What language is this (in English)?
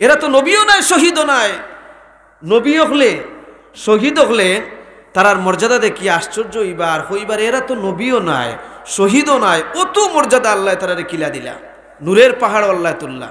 Sylheti